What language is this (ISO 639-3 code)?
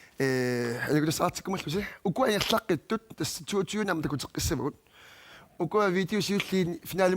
kal